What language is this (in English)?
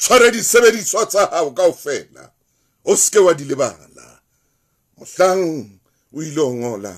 Southern Sotho